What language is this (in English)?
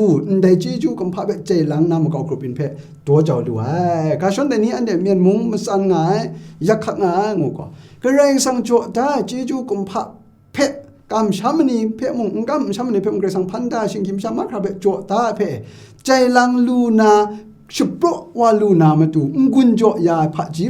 Kachin